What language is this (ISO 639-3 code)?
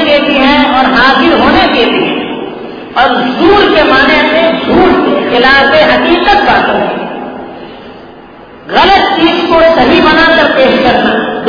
urd